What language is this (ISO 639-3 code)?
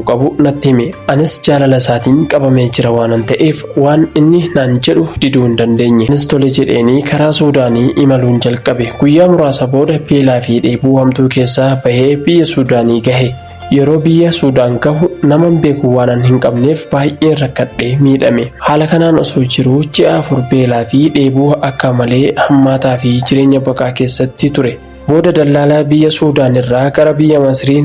orm